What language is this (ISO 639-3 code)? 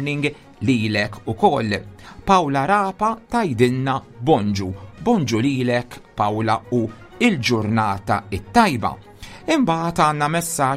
mlt